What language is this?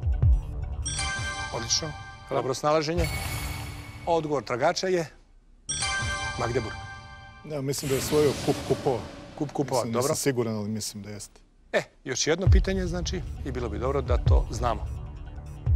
Serbian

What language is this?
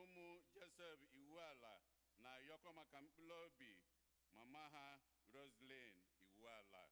Igbo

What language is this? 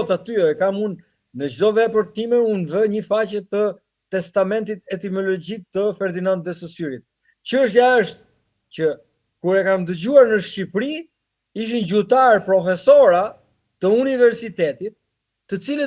Albanian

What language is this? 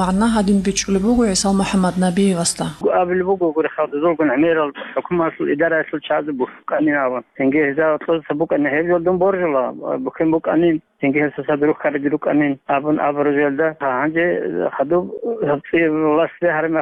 Avaric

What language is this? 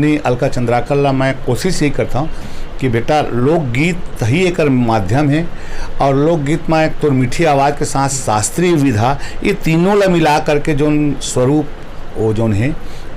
Chhattisgarhi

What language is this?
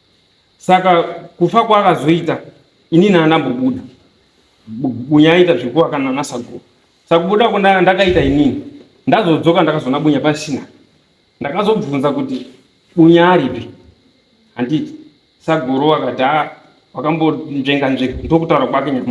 Shona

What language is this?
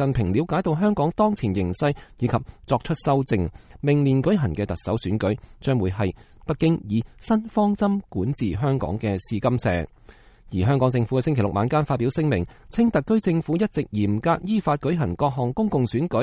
Cantonese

